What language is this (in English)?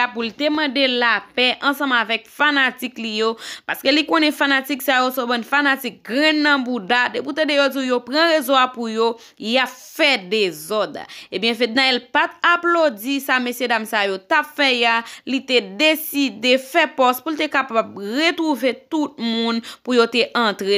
Haitian Creole